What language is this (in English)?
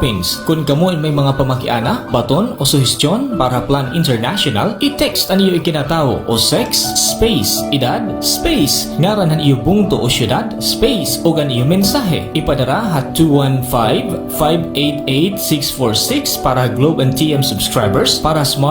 Waray